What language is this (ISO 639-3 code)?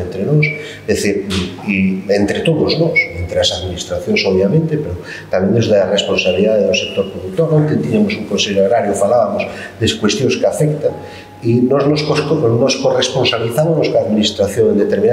glg